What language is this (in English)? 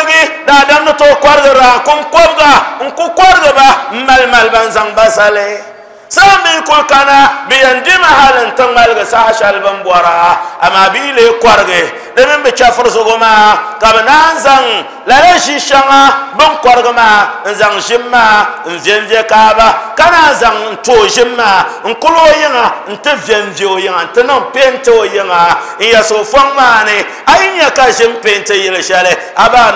Dagbani